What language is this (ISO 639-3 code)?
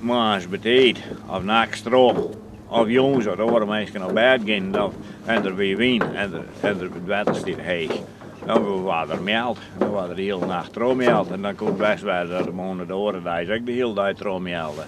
fry